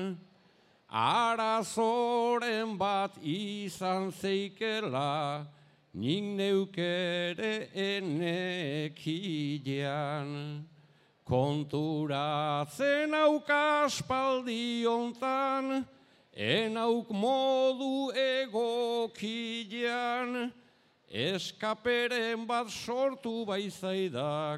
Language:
Basque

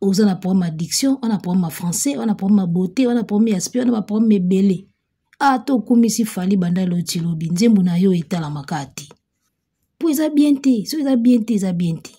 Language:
Lingala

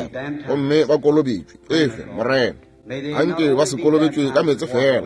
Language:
Northern Sotho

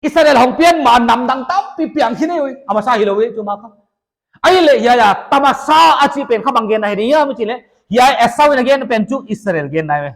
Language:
Paite Chin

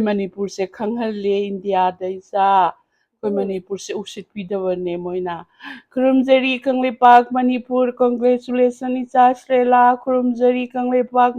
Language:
Manipuri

